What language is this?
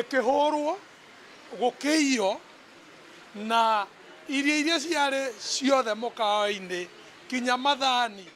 Meru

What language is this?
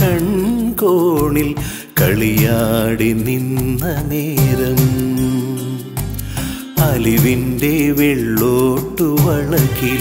Malayalam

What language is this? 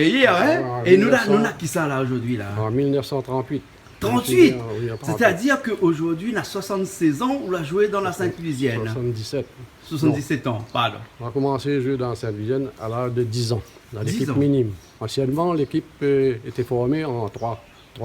Réunion Creole French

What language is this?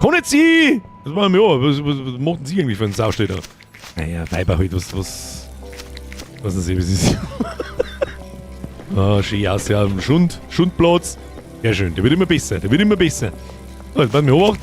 Bavarian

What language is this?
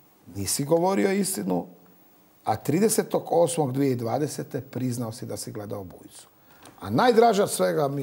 Croatian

